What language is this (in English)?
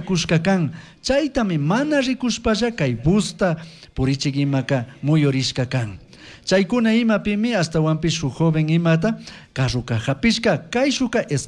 Chimborazo Highland Quichua